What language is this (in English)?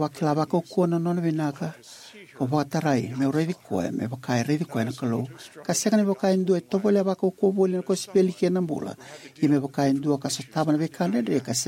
Fijian